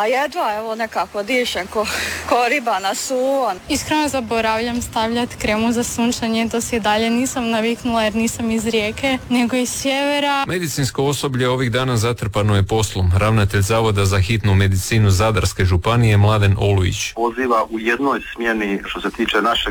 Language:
Croatian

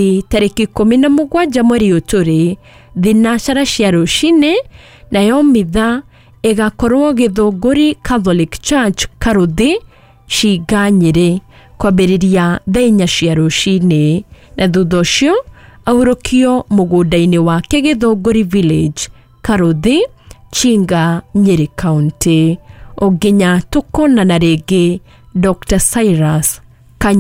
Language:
Kikuyu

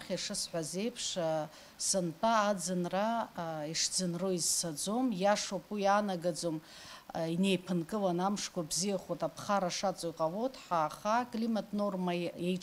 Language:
Abkhazian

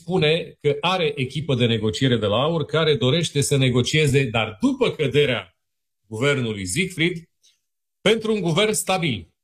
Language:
Romanian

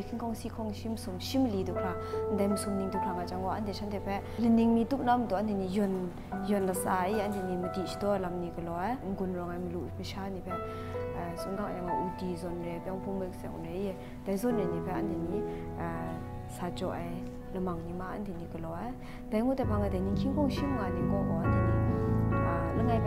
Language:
Kachin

